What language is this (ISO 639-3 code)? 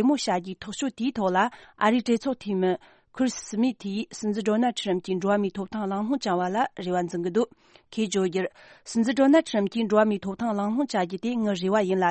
bod